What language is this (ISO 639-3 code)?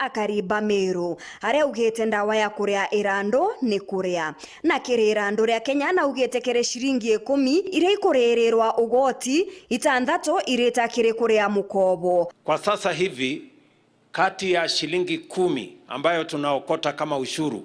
mer